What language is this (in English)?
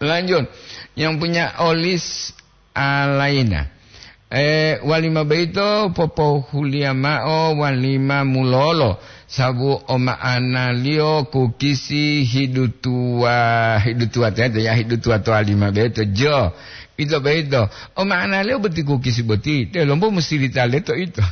Gorontalo